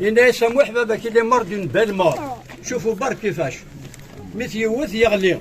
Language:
Kabyle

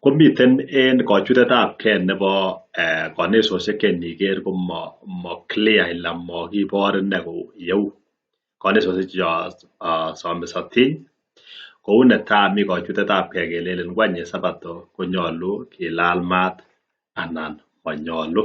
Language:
Kalenjin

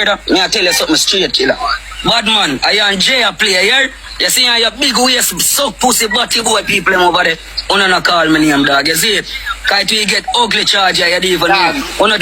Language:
Jamaican Creole English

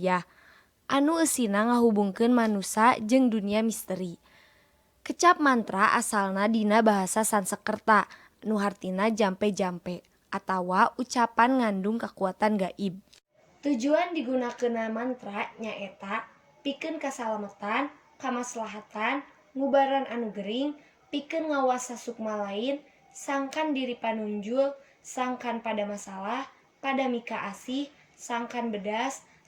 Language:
Sundanese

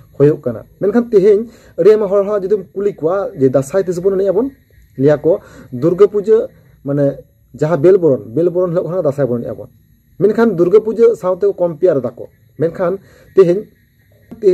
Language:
Santali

